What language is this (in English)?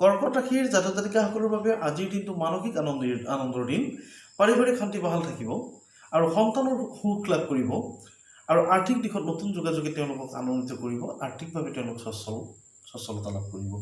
Assamese